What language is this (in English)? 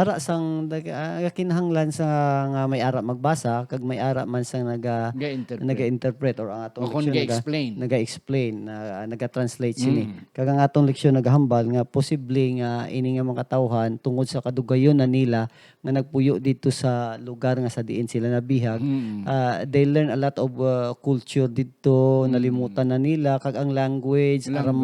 Hiligaynon